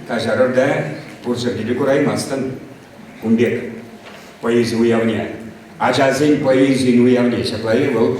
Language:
Chuvash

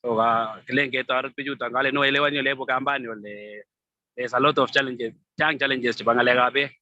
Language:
Kalenjin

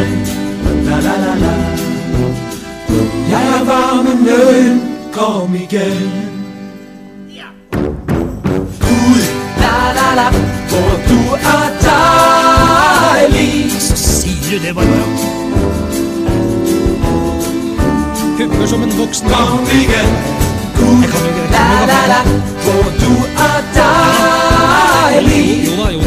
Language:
Danish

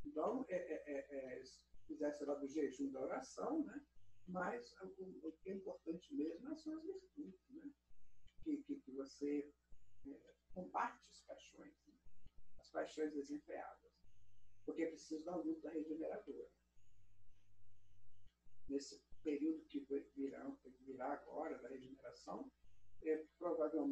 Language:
Portuguese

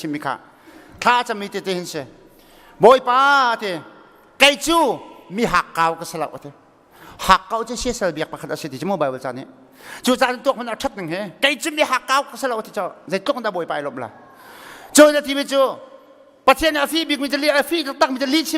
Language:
Hakha Chin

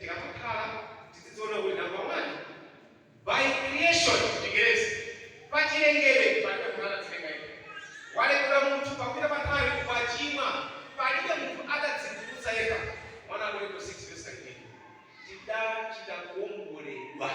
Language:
Nyanja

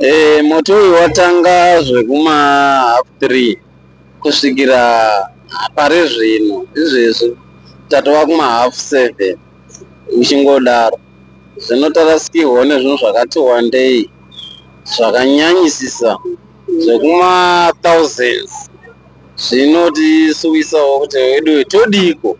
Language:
Shona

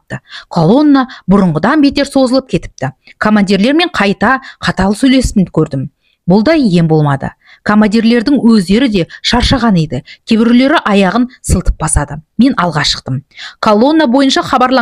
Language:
Kazakh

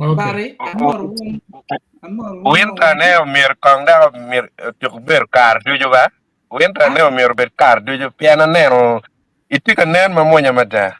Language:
Acoli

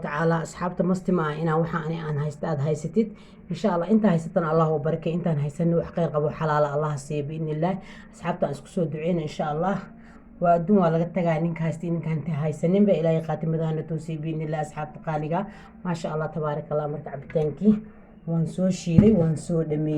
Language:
Somali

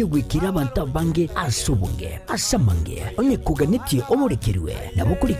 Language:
Gusii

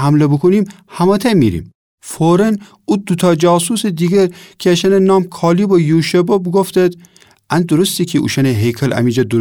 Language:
Gilaki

